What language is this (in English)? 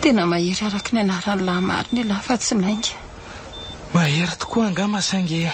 Malagasy